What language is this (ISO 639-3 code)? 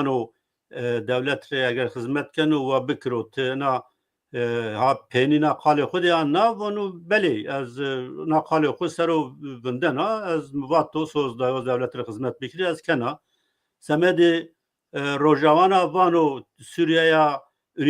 zza